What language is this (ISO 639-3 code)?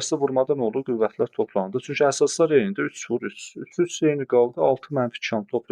aze